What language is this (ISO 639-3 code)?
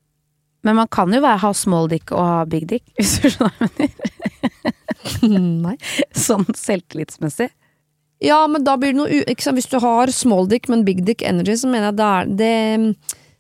nor